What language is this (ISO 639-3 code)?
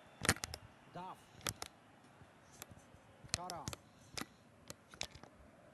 pol